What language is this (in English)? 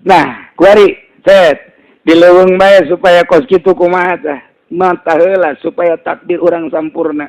Sundanese